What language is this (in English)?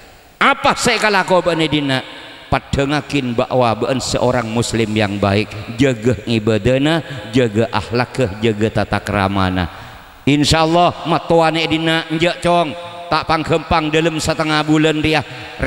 Madurese